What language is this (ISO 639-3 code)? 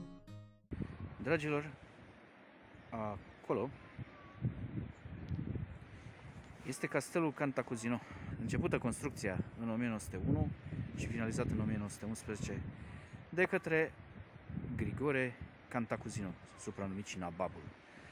ron